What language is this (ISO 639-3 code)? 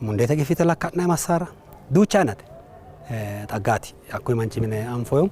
sid